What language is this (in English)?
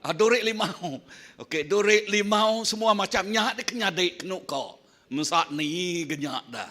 Iban